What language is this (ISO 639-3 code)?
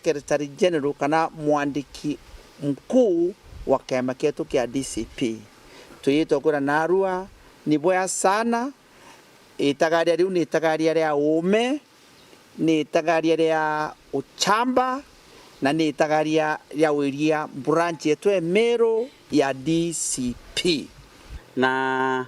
mer